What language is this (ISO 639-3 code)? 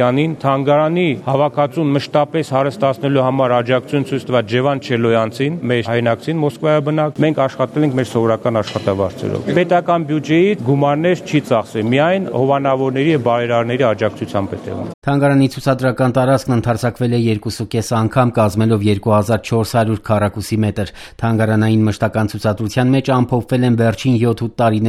hye